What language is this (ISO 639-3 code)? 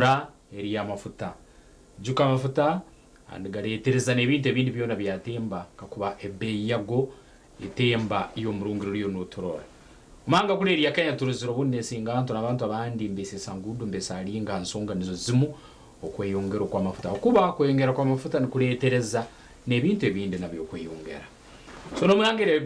nyn